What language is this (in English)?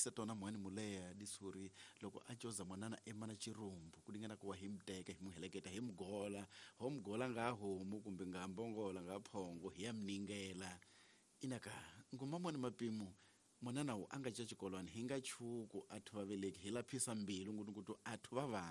Tsonga